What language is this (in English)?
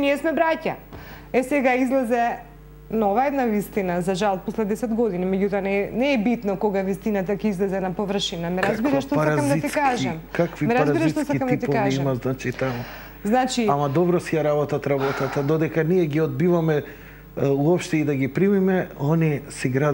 Macedonian